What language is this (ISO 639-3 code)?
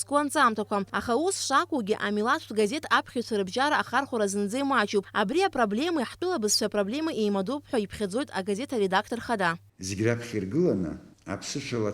abk